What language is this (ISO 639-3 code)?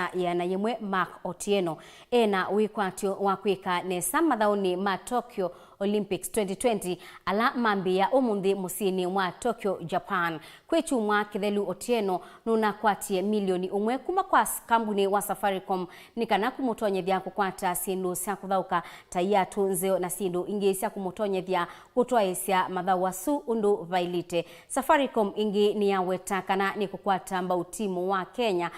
kam